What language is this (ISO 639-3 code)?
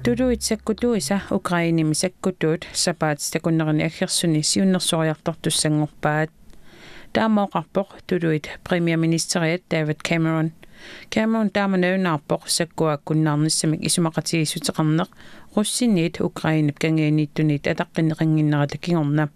kal